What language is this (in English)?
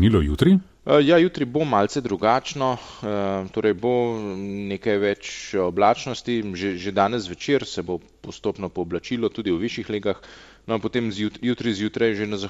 Slovenian